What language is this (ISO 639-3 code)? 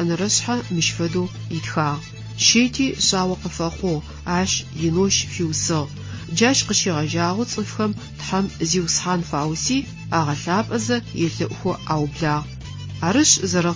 ady